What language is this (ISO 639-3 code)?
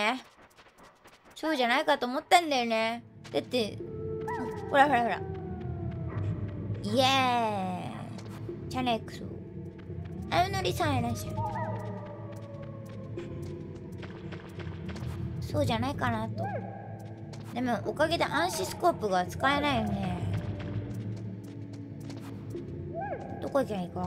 jpn